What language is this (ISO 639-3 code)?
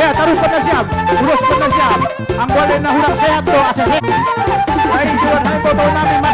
bbc